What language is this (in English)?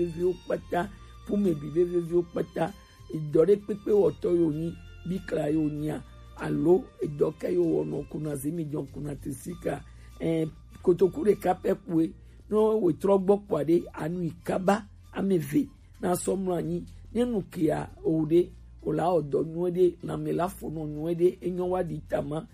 Gen